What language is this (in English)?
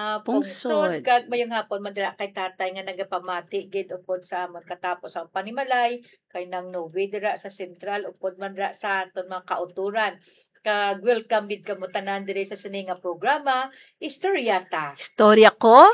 Hiligaynon